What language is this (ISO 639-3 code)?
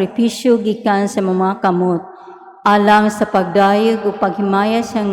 ceb